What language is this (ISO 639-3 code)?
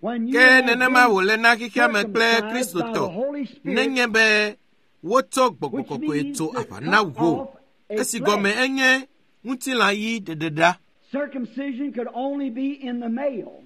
ewe